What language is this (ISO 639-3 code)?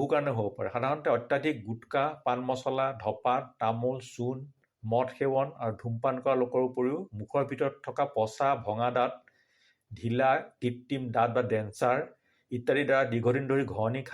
asm